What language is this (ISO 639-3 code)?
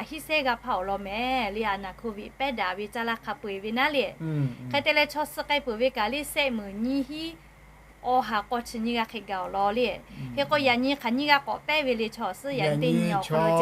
lhu